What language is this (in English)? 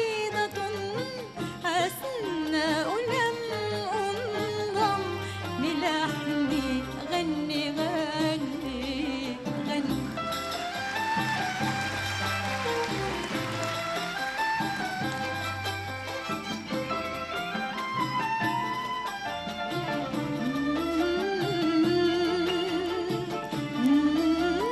Arabic